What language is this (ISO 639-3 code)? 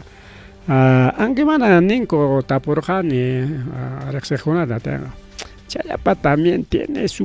quy